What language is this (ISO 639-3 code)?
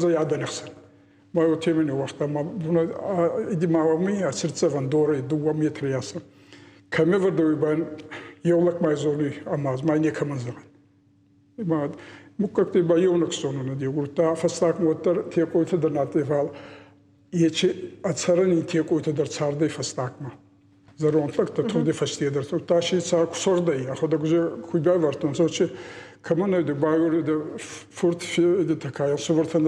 oss